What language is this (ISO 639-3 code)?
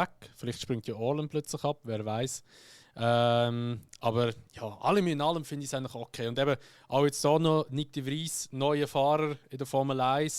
gsw